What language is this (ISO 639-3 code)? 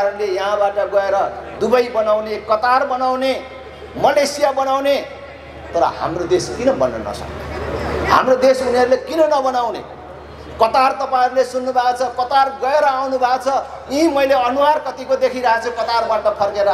nep